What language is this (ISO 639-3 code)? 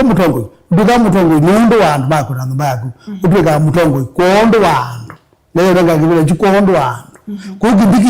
kam